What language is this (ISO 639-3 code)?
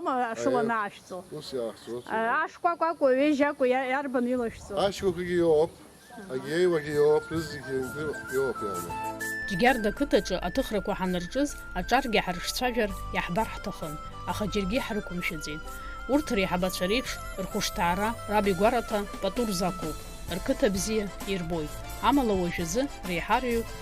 abk